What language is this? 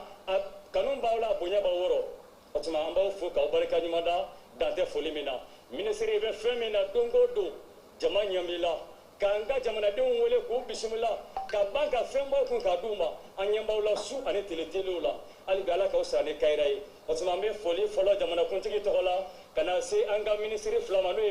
Bambara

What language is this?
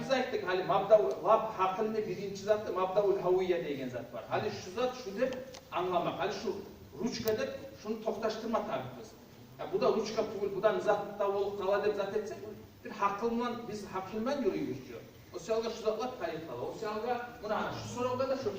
Kumyk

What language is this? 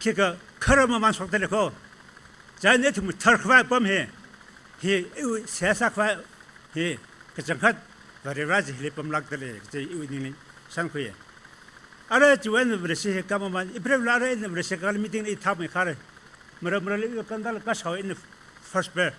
Tangkhul Naga (India)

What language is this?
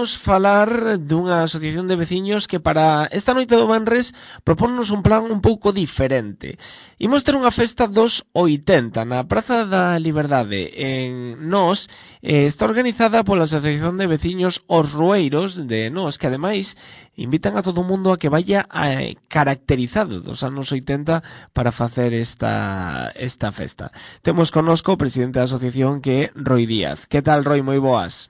Galician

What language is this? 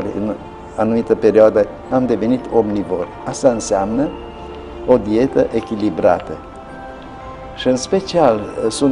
Romanian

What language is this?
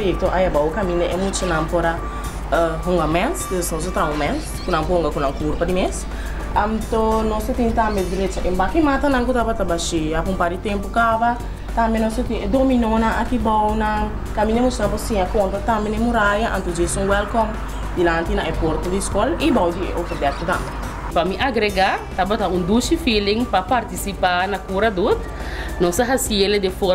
Papiamento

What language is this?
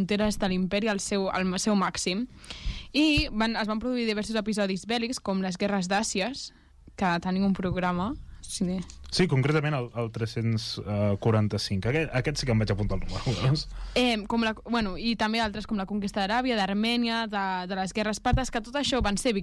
Catalan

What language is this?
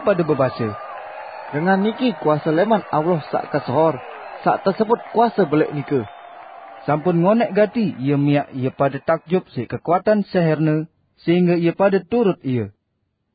Sasak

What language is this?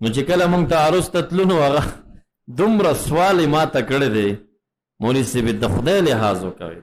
Pashto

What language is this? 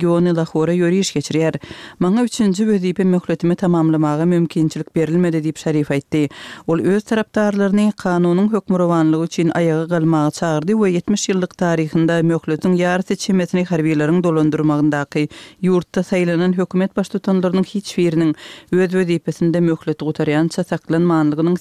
Turkmen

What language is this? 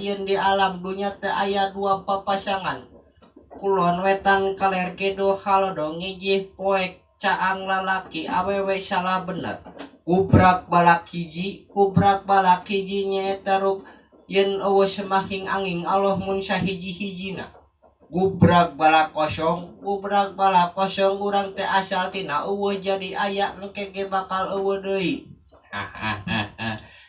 Sundanese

